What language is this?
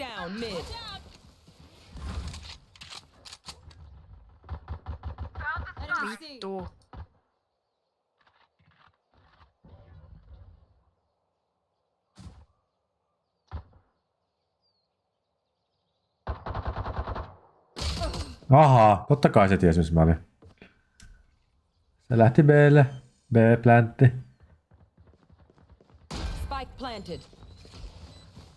Finnish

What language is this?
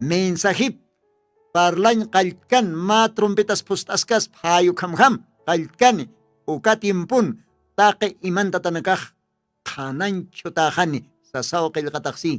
Aymara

